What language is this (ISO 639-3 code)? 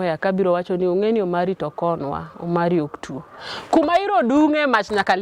luo